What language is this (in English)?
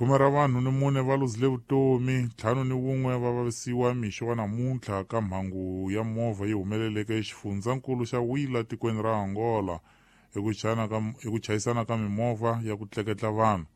Tsonga